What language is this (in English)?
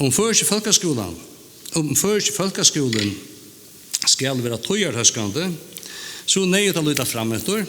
Faroese